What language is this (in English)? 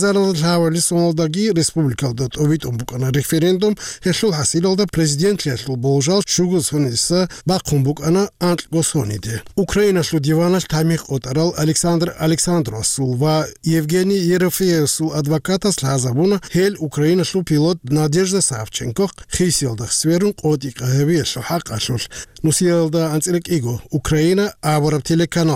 Avaric